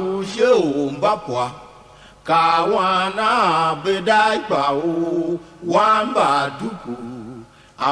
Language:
Tiv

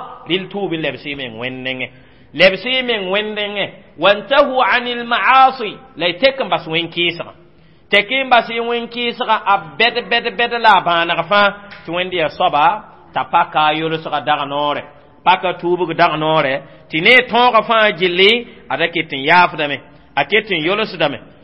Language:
Mossi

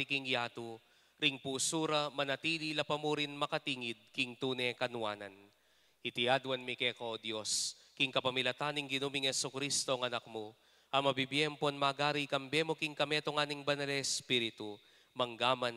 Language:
Pampanga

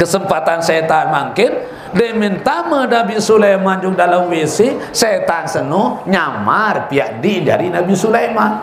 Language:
Sasak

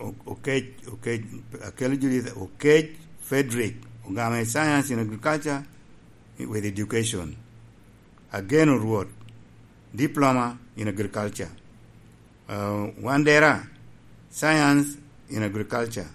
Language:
Lango (Uganda)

